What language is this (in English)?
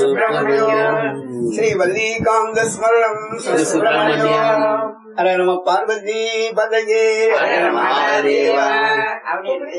Tamil